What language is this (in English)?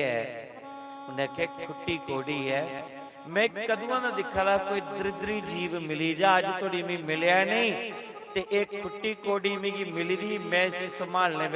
Dogri